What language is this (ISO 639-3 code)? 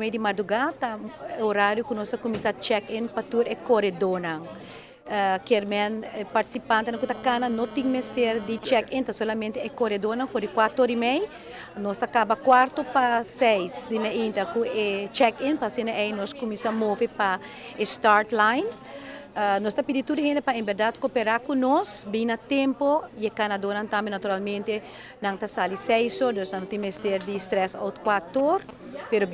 pap